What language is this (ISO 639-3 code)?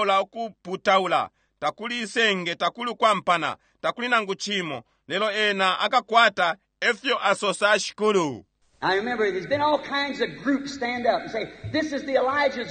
bem